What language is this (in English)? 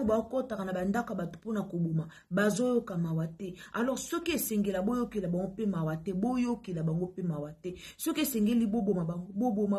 Lingala